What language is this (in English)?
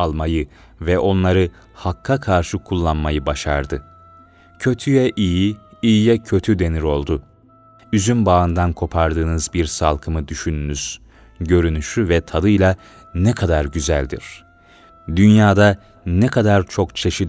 Turkish